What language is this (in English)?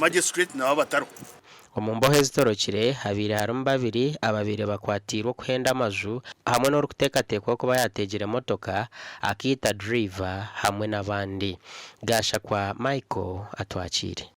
Nyankole